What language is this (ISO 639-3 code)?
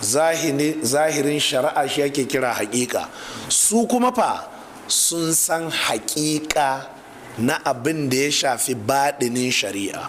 hau